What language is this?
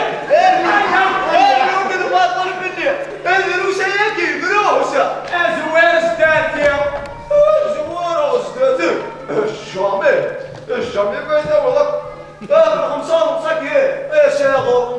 Kabyle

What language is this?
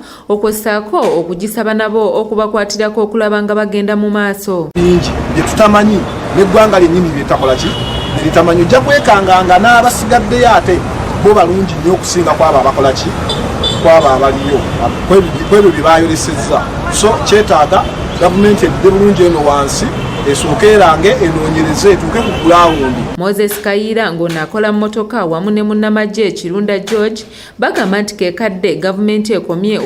Ganda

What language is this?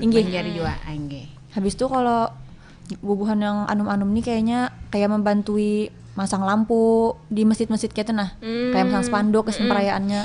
Banjar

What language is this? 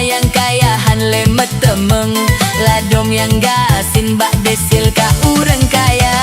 Achinese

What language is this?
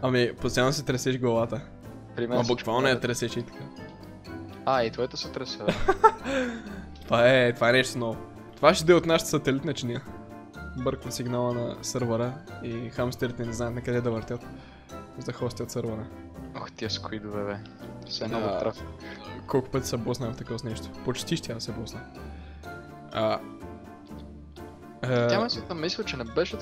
Bulgarian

